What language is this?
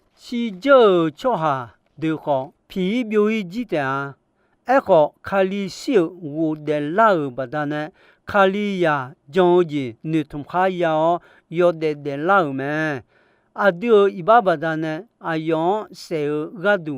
Akha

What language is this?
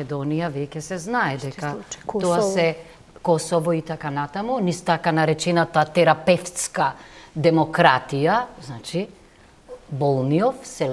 Macedonian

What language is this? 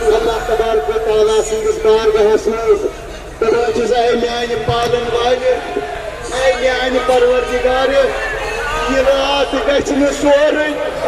Kashmiri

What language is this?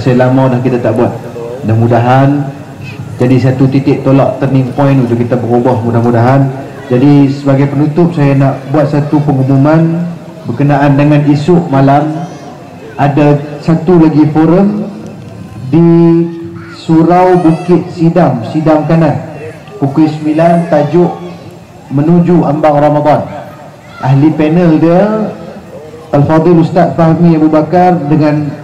Malay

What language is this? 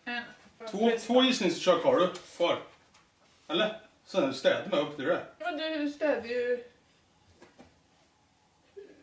Swedish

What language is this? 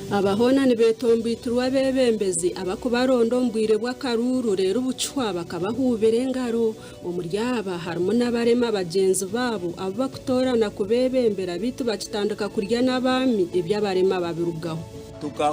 Nyankole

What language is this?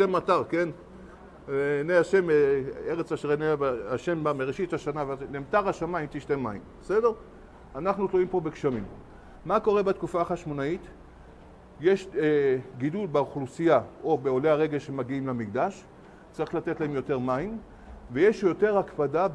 Hebrew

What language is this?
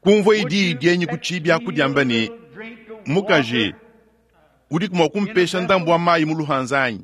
Luba-Lulua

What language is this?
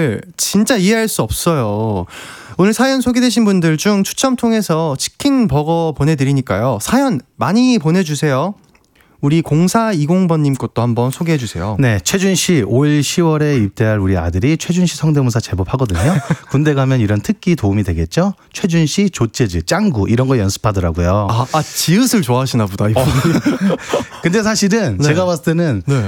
Korean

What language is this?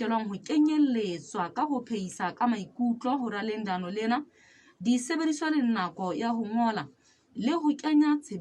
Southern Sotho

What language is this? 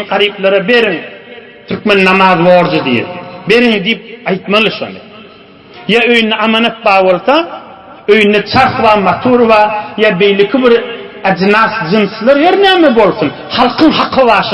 Turkmen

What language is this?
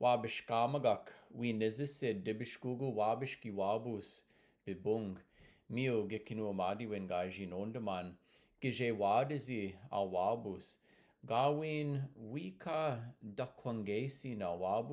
Chippewa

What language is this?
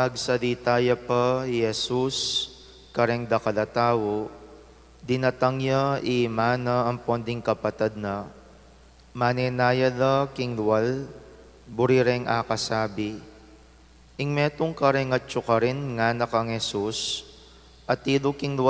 Pampanga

